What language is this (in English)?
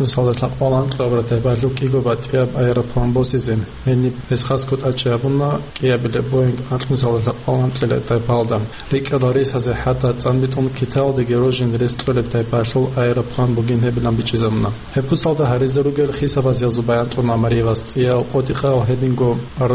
Avaric